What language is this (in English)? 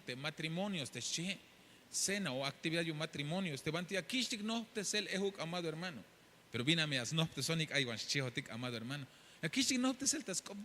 Tzeltal